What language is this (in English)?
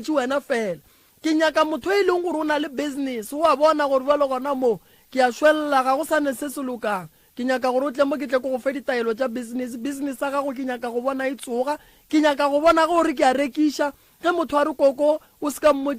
Northern Sotho